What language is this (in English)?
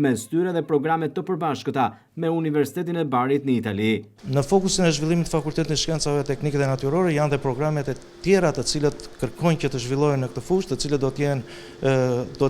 Albanian